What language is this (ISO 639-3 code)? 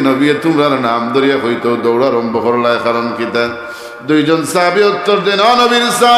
syl